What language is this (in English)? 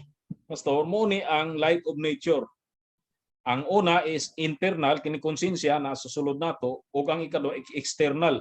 Cebuano